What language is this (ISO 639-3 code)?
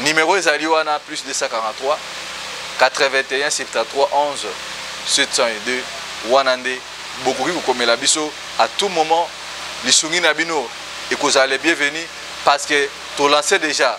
lin